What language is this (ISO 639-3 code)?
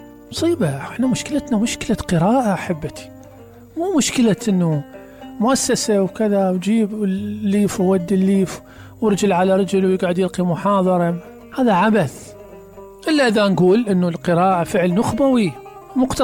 acm